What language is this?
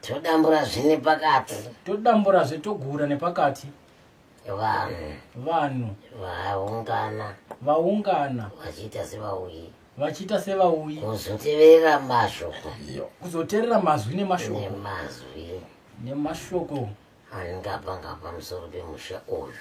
Shona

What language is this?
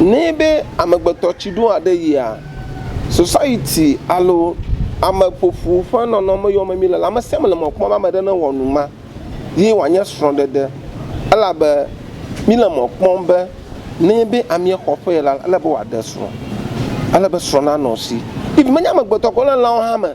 Ewe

